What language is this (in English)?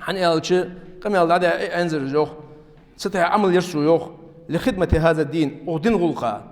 Ingush